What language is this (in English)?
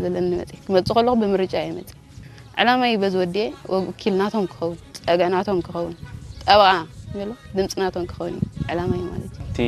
Tigrinya